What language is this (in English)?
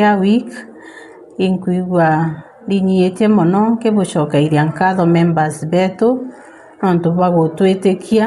Meru